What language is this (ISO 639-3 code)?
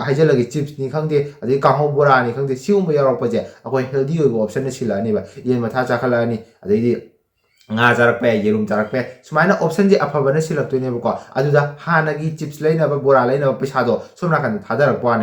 mni